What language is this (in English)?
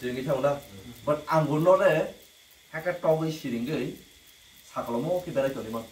Kok Borok